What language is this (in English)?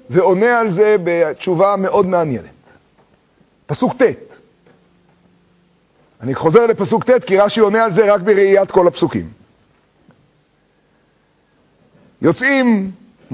Hebrew